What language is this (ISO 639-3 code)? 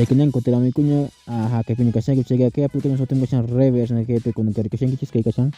que